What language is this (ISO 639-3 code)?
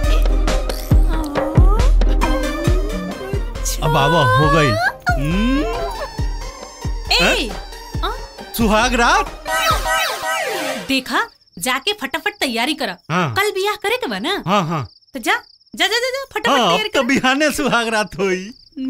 bho